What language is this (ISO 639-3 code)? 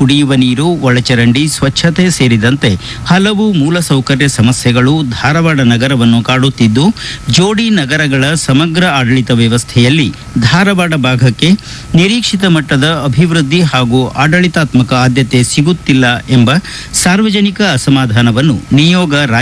kan